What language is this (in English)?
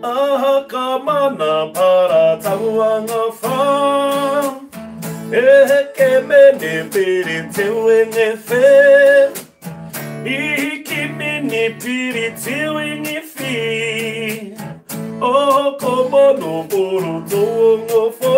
Māori